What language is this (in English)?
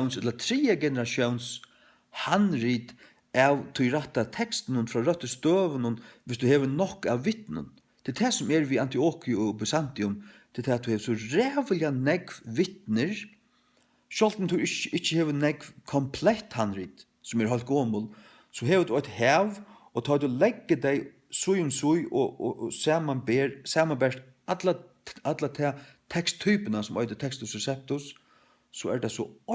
Faroese